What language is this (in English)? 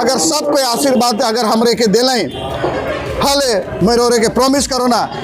Sadri